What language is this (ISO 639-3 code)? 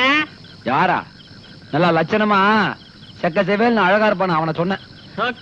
tam